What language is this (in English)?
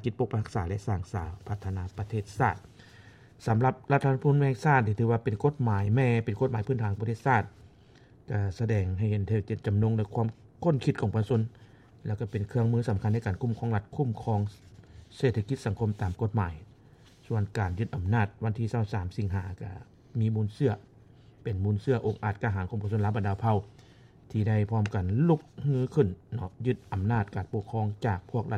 Lao